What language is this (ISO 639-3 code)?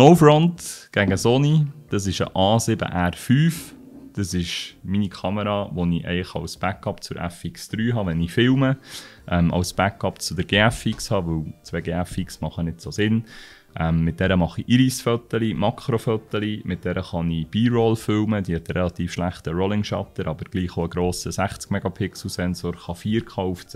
gsw